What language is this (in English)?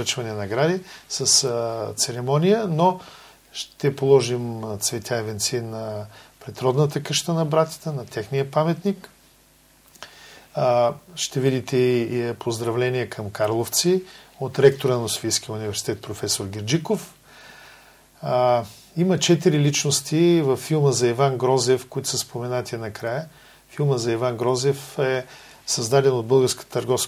Bulgarian